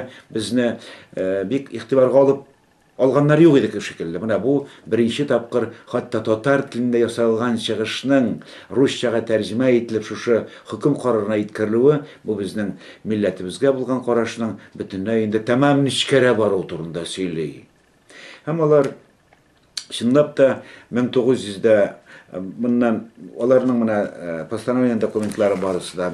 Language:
Tatar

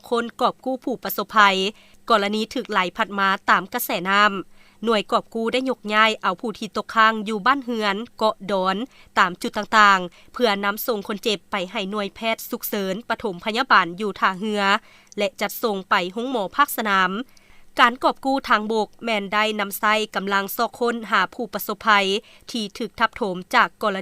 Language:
Lao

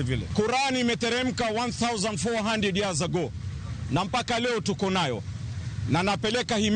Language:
Luo (Kenya and Tanzania)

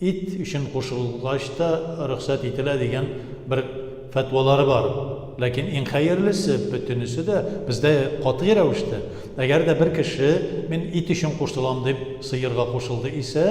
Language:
Tatar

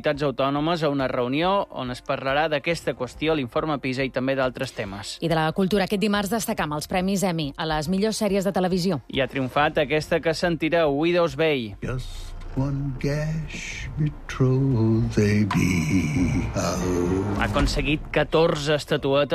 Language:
Catalan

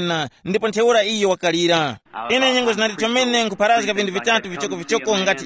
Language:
Tumbuka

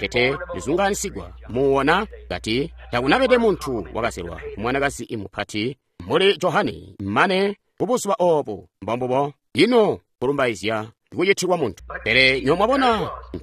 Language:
Tonga (Zambia)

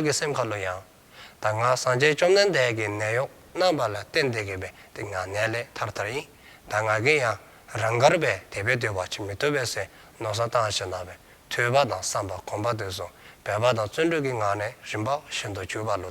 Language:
Dzongkha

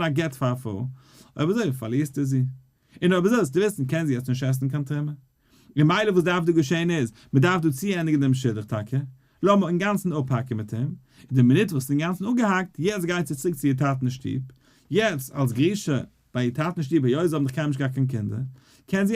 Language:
Yiddish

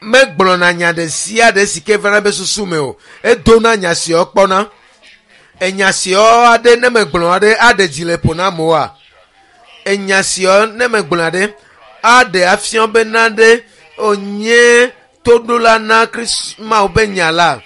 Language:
Ewe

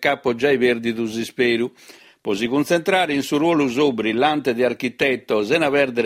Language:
Sardinian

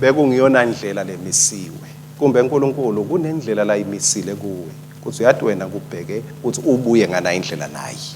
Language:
Swati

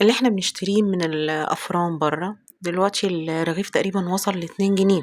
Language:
Egyptian Arabic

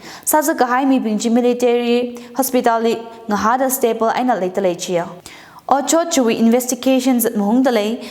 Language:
Tangkhul Naga (India)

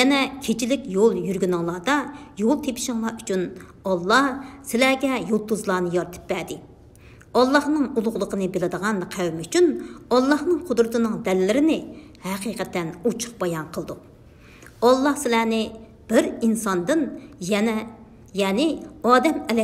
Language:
Uyghur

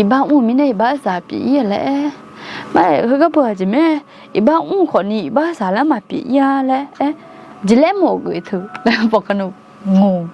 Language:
Akha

